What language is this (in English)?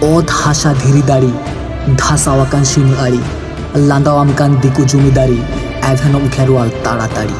Santali